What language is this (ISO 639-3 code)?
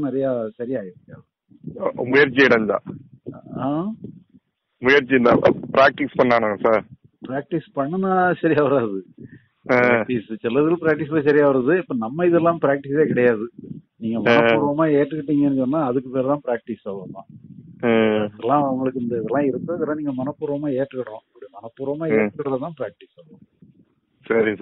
tam